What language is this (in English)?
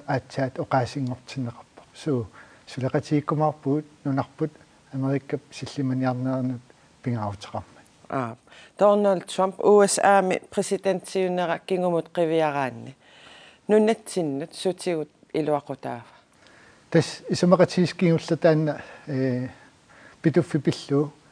Kalaallisut